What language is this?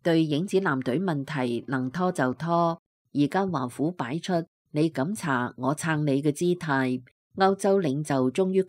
Cantonese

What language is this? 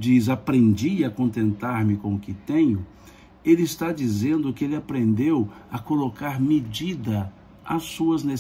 Portuguese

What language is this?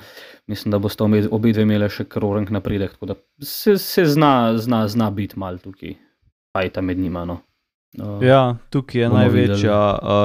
Slovenian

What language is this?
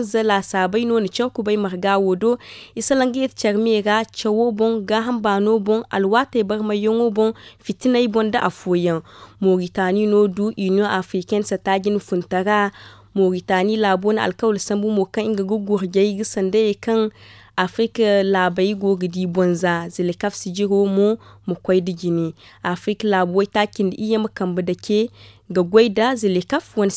Zarma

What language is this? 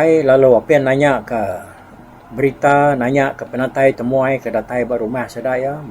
Iban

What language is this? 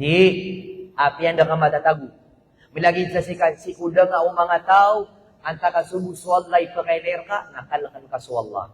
Maranao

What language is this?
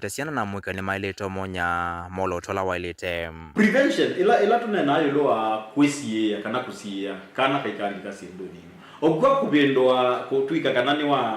Kamba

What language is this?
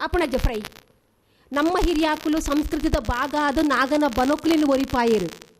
Tulu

